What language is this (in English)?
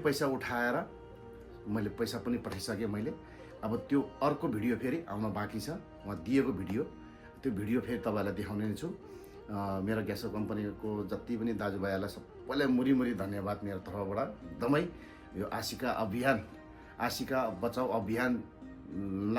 Nepali